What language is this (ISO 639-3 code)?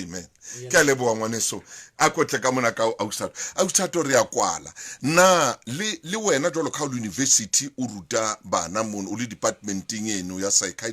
sot